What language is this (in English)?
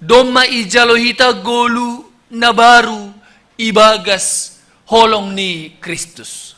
Batak Simalungun